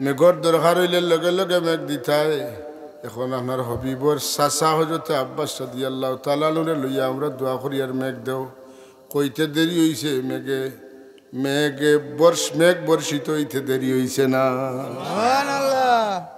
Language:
Sylheti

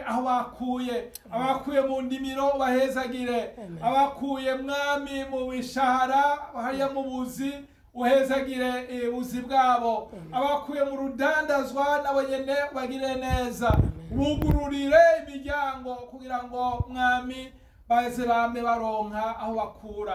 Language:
Rundi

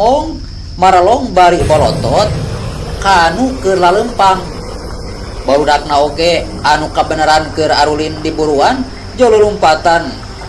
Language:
Sundanese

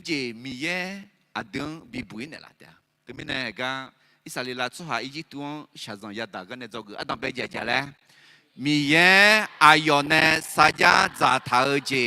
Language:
Akha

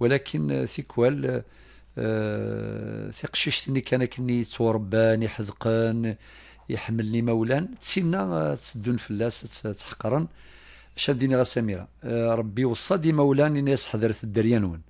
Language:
Kabyle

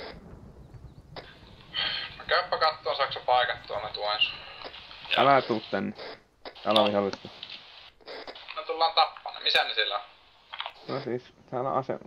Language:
Finnish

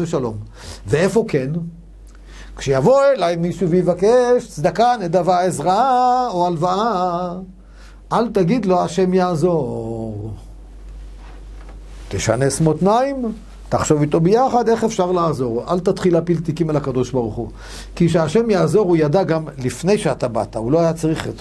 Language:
Hebrew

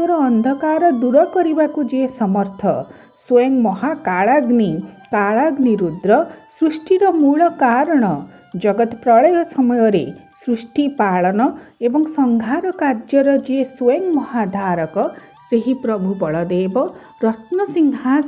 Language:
Odia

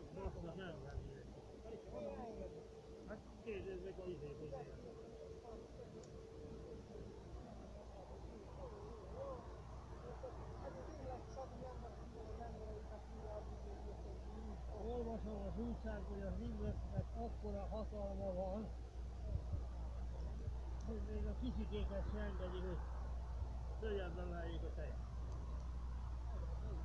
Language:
Hungarian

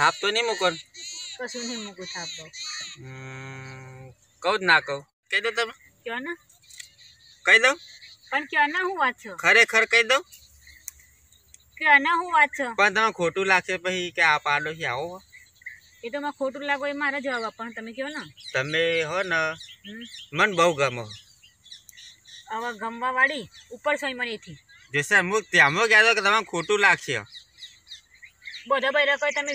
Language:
Gujarati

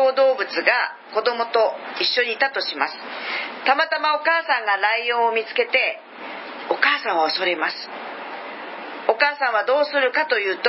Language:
Japanese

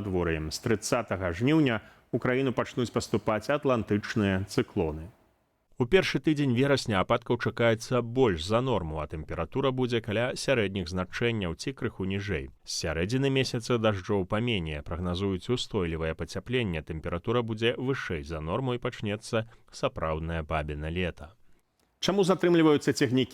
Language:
Belarusian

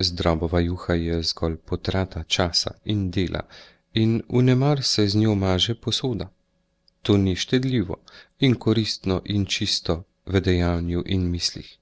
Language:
Slovenian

